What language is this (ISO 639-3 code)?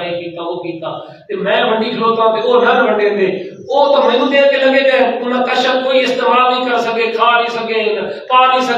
skr